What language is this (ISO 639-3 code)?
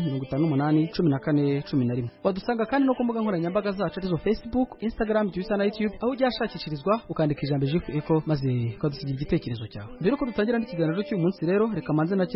kin